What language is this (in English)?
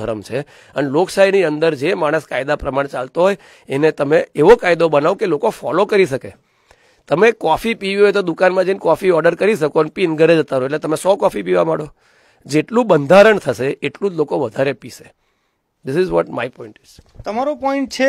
Gujarati